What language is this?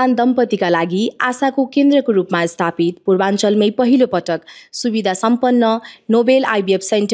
Nepali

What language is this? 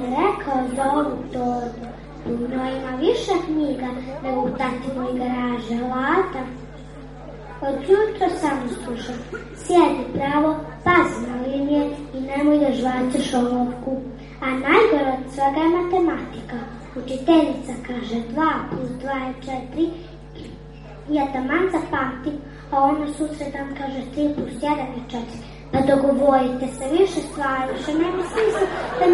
Serbian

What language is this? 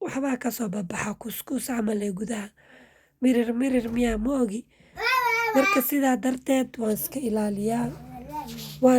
Somali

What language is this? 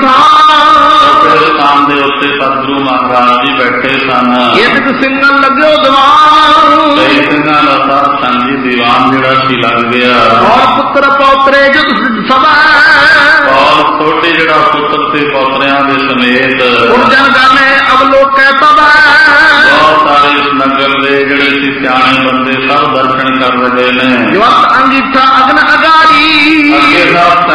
Punjabi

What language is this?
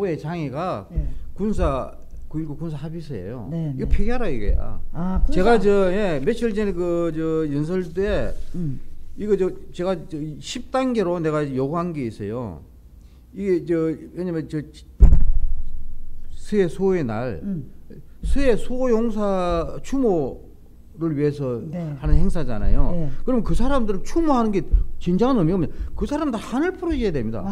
Korean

